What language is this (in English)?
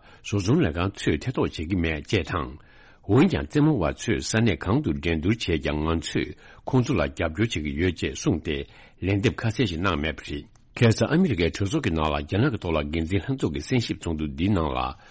Tibetan